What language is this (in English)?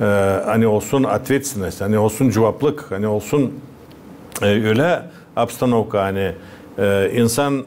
Gagauz